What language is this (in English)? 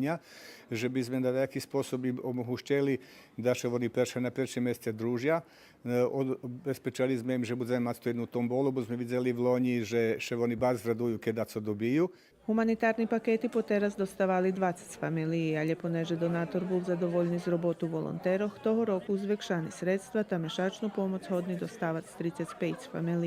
Rusyn